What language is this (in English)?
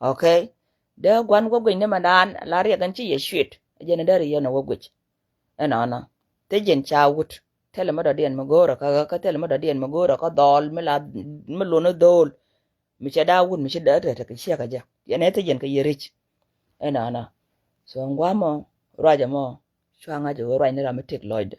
Nuer